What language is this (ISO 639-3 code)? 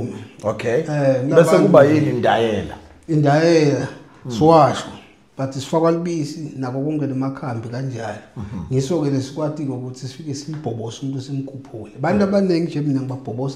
zul